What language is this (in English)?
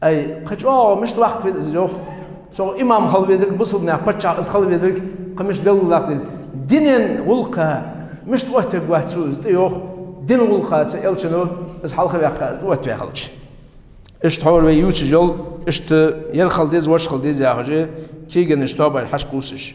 Ingush